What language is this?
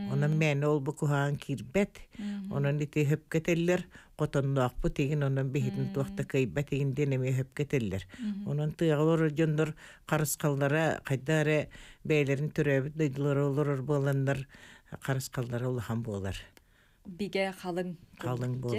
Yakut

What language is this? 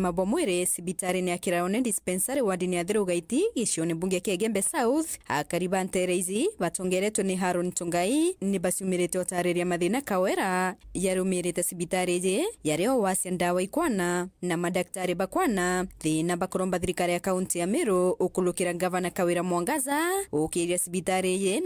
Meru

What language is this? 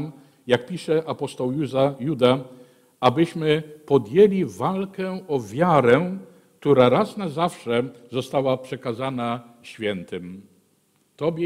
Polish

